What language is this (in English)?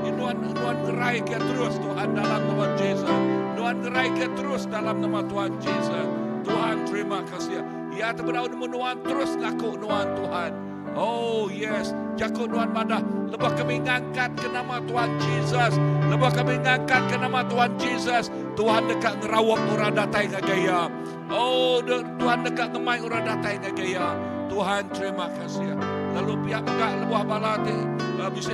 Iban